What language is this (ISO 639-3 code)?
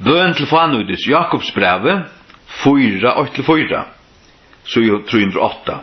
fao